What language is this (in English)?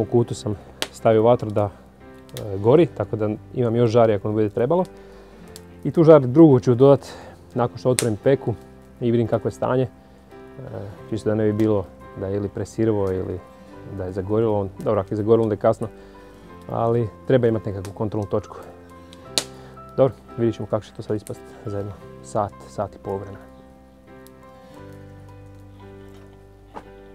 Croatian